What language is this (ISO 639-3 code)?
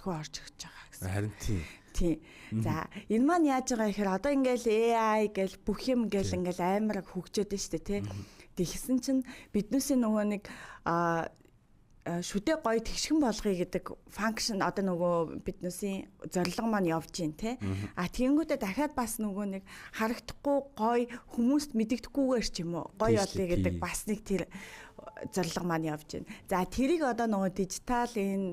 mon